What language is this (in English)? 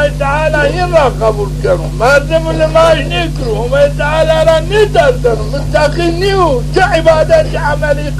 Zaza